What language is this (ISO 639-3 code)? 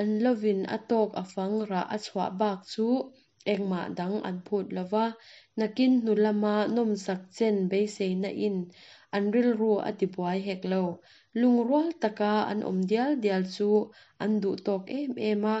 lus